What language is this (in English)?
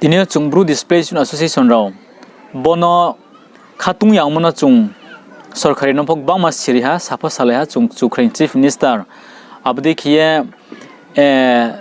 Riang (India)